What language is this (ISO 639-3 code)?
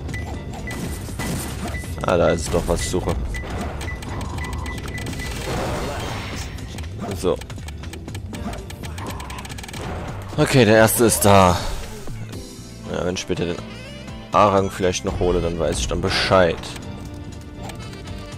deu